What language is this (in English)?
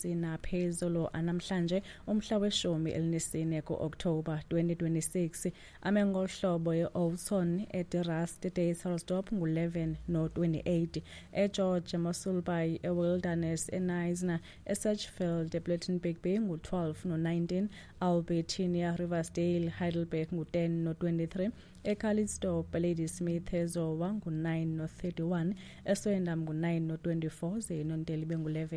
Xhosa